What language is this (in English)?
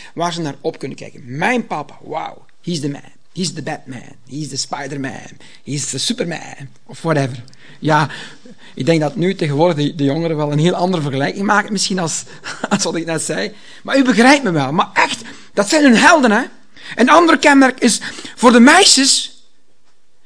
Dutch